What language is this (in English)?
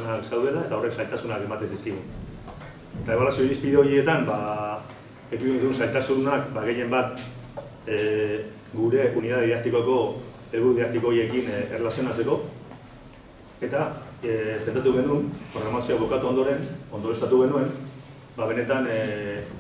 Basque